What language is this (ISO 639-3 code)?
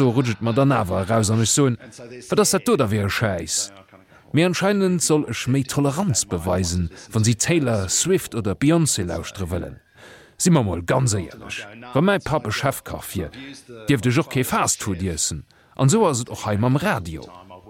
ltz